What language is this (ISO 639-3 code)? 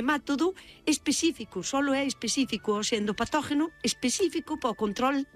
glg